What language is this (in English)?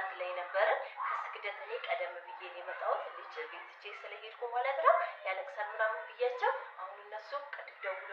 Amharic